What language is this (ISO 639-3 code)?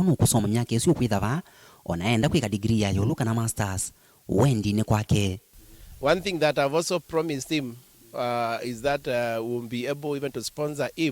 kam